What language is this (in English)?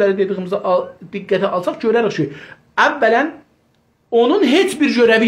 South Azerbaijani